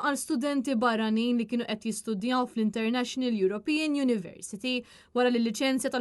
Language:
Maltese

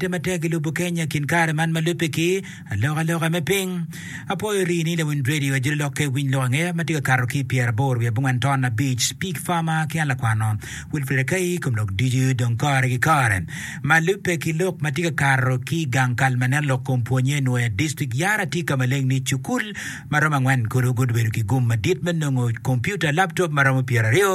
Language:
Acoli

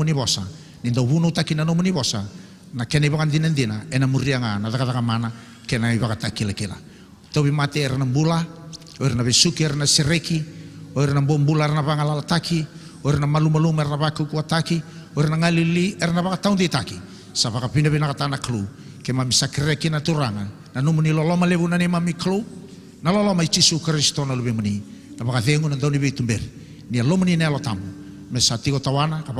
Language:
Fijian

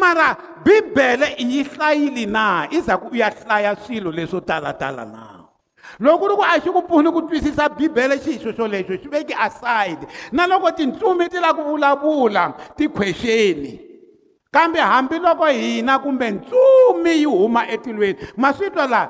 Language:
Tsonga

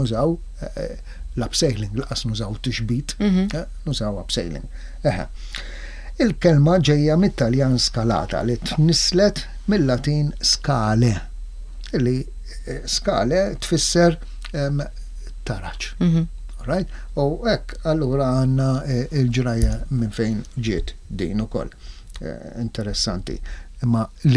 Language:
Maltese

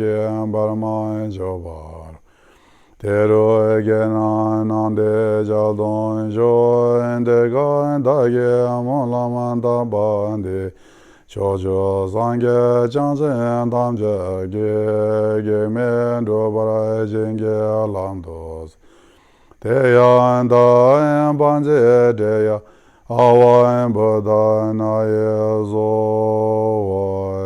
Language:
Ladakhi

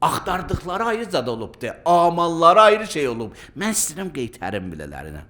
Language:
Azerbaijani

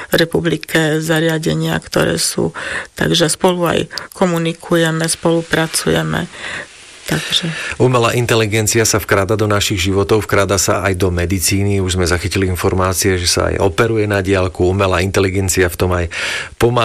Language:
Slovak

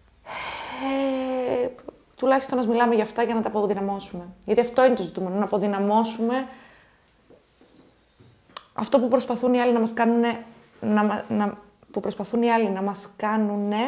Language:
Greek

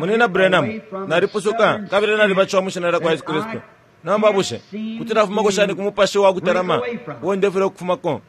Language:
Bemba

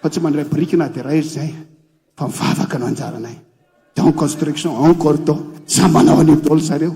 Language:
Malagasy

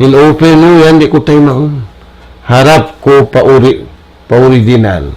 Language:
Tausug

